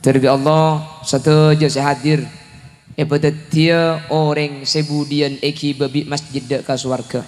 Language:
Madurese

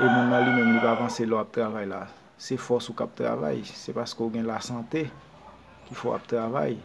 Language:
Haitian Creole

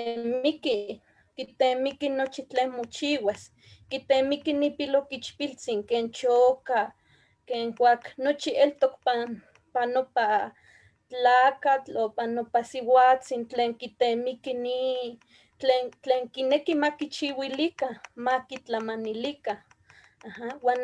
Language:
Eastern Huasteca Nahuatl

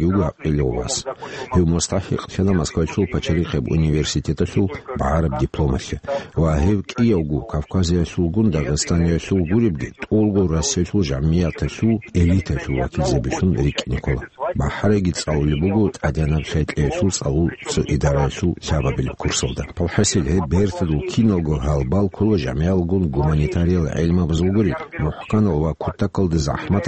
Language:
Avaric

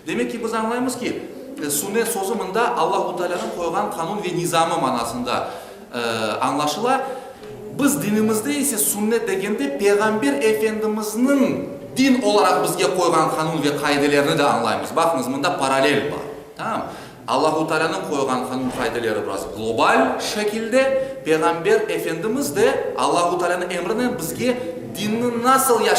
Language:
Crimean Tatar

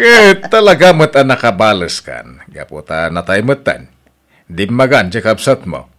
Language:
Iloko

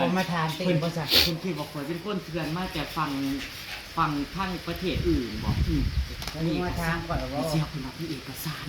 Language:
Northeastern Thai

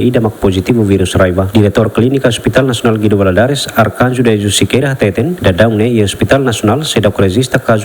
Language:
Tetum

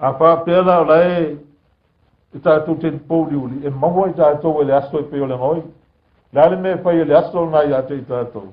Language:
Samoan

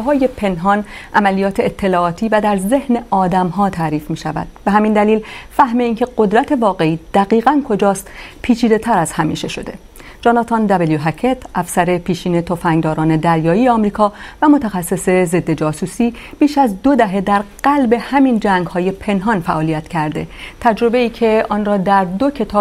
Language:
Persian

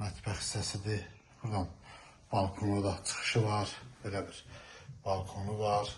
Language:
Azerbaijani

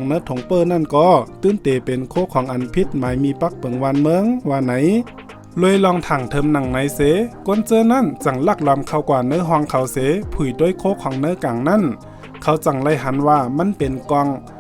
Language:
Shan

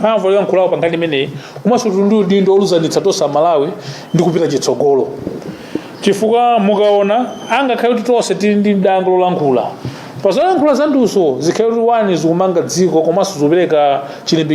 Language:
Nyanja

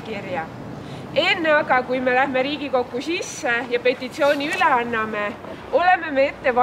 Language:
Estonian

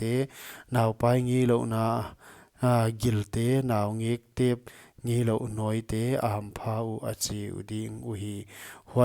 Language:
Paite Chin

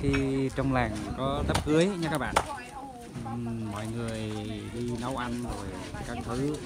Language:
Central Mnong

